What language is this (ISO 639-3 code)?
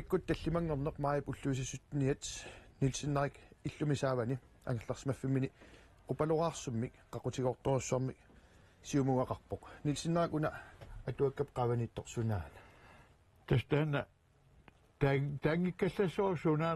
kal